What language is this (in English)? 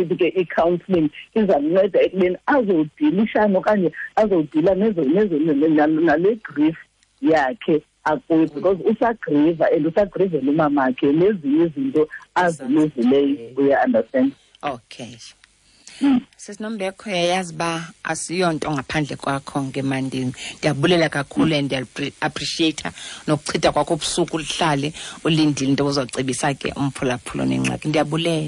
Xhosa